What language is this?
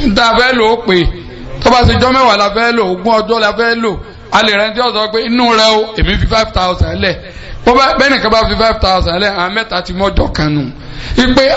Yoruba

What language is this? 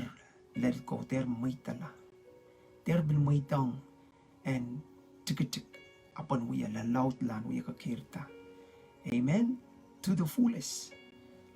Pohnpeian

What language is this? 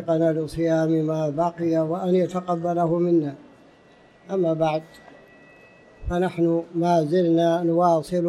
Arabic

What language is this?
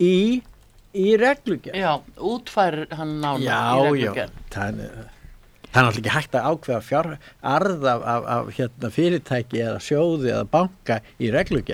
Icelandic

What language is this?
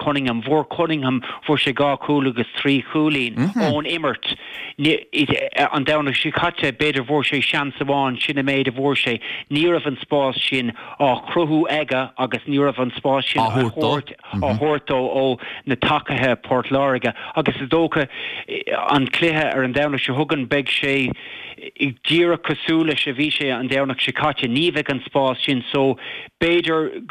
Irish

